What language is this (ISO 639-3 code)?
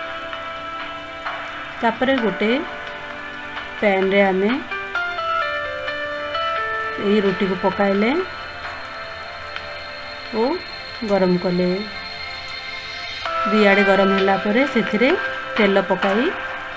ori